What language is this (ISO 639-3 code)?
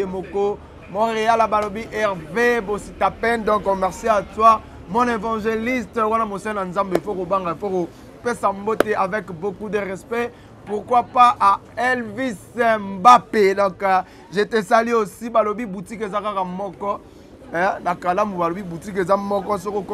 lin